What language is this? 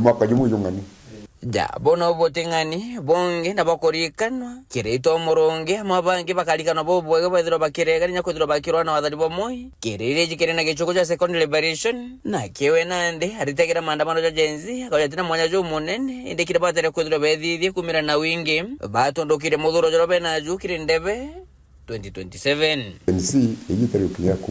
Meru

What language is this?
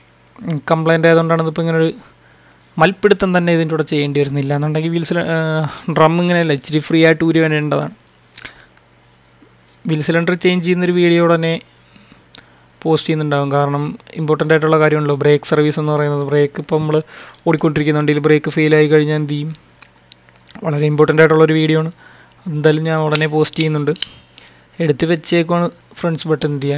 Malayalam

